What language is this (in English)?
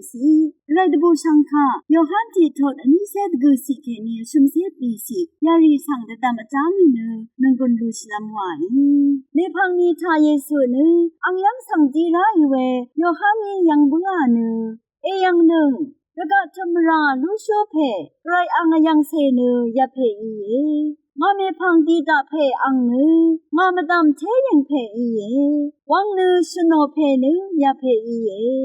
Rawang